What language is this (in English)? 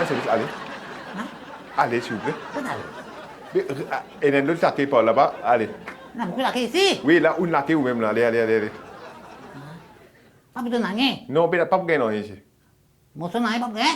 Morisyen